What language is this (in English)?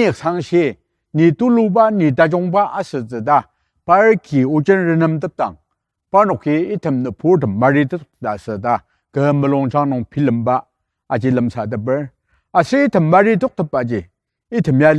Ao Naga